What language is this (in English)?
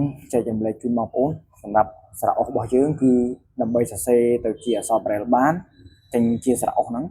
Khmer